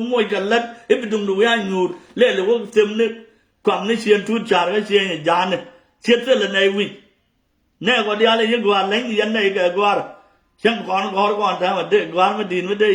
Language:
Nuer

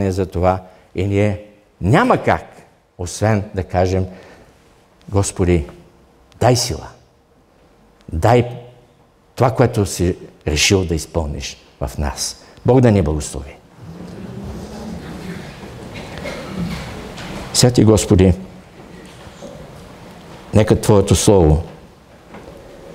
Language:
Bulgarian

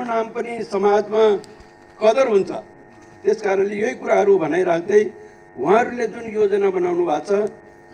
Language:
Nepali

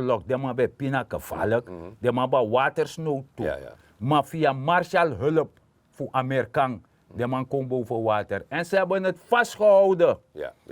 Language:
Sranan Tongo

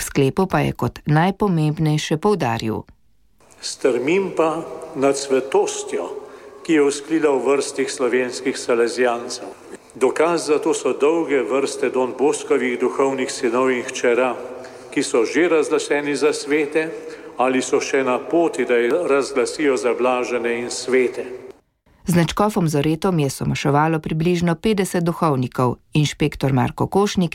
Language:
Slovenian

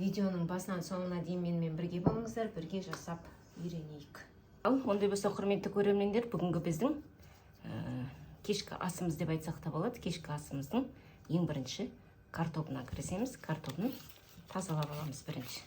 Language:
Kazakh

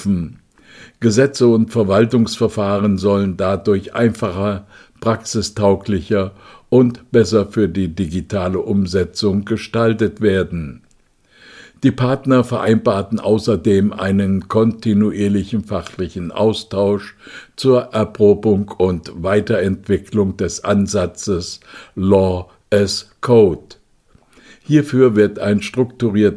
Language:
German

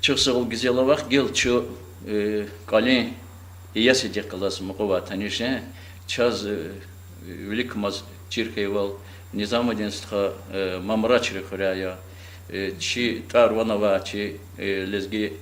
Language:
Lezghian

